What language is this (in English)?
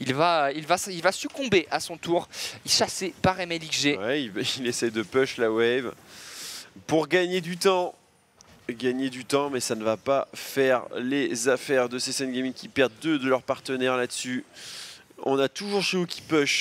French